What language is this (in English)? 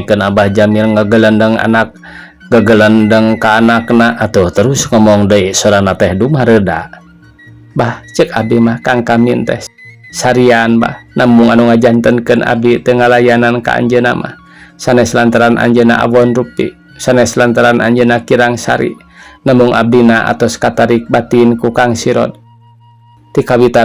Sundanese